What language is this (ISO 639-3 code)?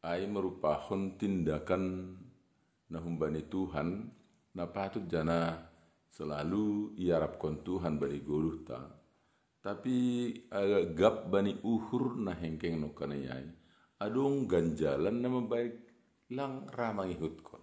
bts